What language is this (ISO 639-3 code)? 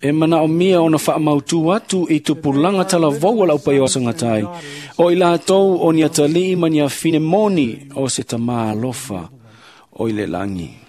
smo